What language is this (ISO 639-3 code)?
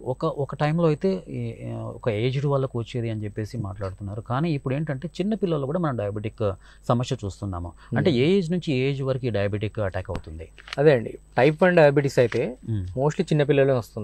tel